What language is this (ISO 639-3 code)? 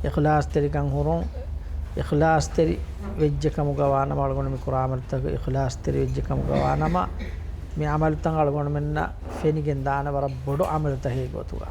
div